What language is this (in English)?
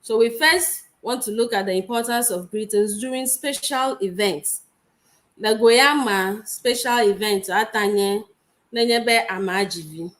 Ewe